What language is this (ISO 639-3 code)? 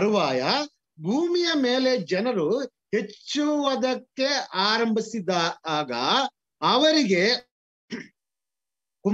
kan